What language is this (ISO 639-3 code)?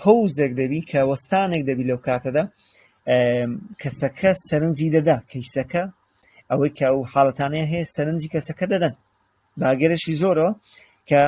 ckb